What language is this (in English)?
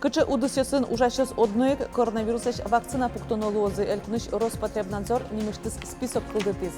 Udmurt